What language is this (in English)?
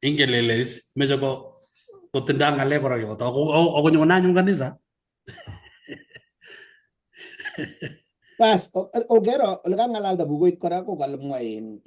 Kalenjin